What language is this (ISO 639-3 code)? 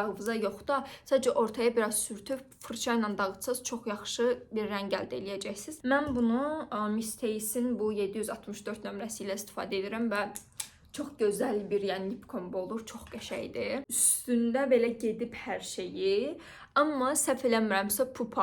aze